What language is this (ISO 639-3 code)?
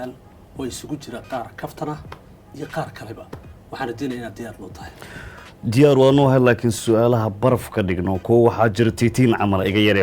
som